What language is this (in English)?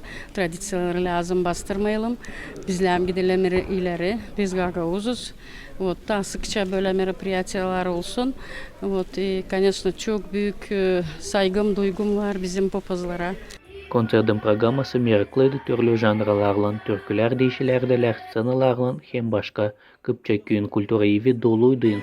Gagauz